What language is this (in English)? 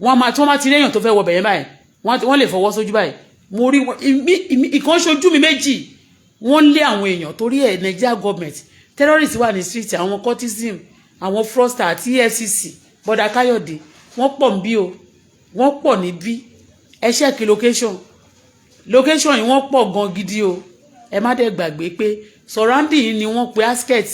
Yoruba